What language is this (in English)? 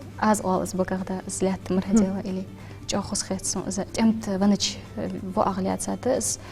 Ingush